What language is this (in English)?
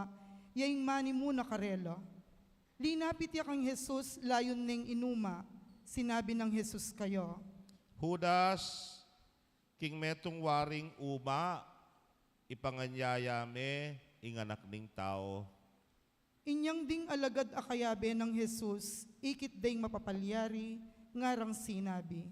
Pampanga